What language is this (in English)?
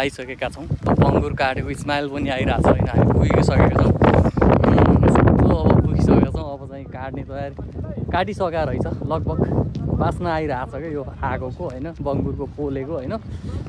Nepali